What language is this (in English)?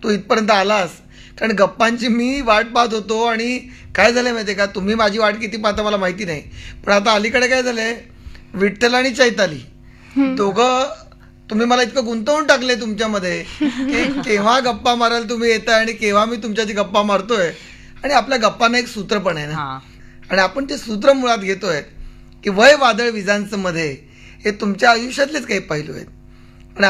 Marathi